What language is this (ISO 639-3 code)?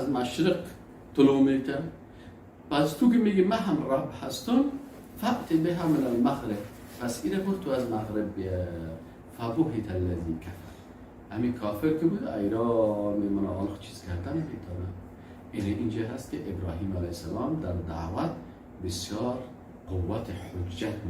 fas